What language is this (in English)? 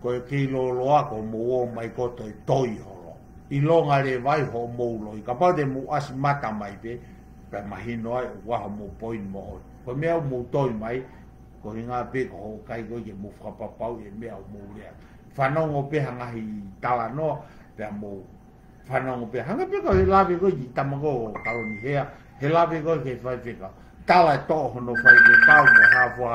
Tongan